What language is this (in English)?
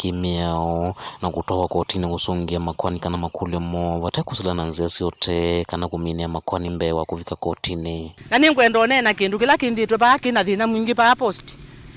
Kamba